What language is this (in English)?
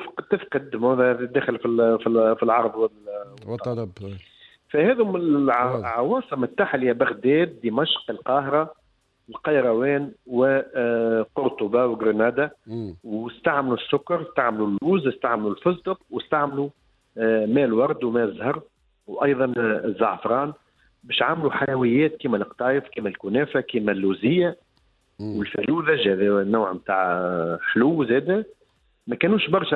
Tunisian Arabic